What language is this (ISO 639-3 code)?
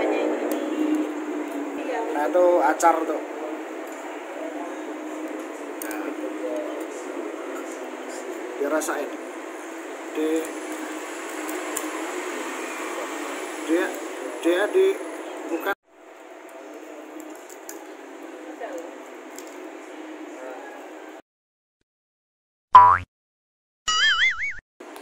ind